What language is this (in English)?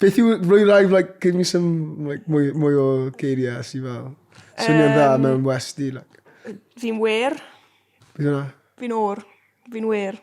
Welsh